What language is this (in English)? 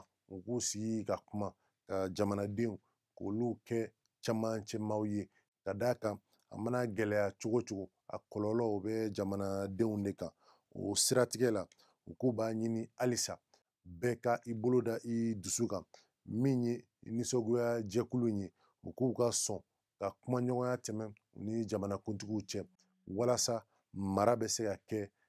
Bambara